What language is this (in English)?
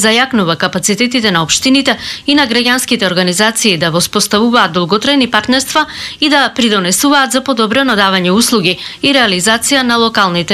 Macedonian